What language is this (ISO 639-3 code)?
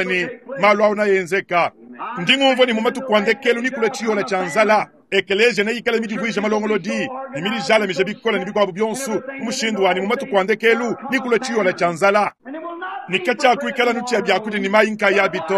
lua